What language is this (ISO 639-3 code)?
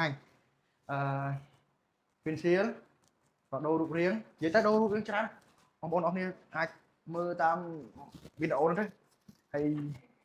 khm